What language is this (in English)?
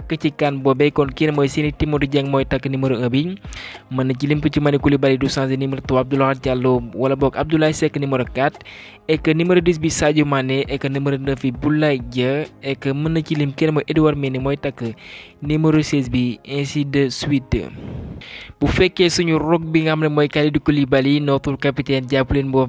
Wolof